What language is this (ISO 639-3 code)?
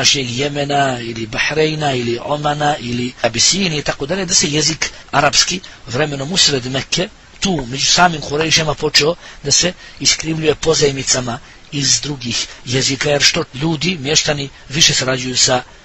bos